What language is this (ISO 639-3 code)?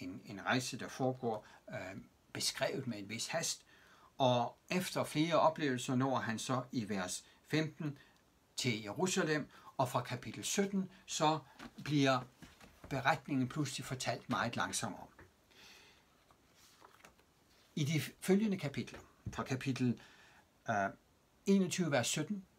dan